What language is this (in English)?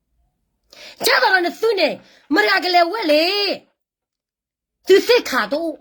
S'gaw Karen